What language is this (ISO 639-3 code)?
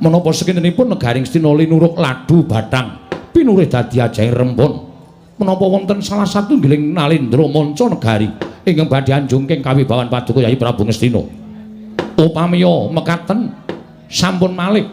jav